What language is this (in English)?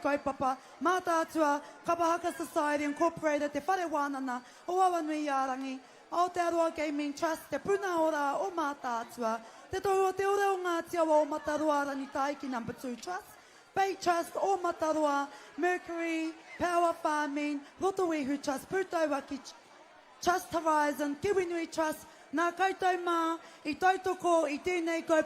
Māori